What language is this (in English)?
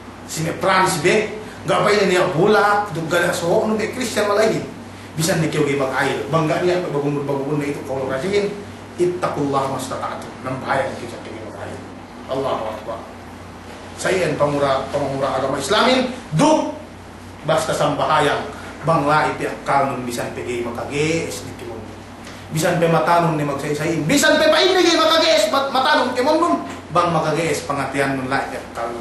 Yakan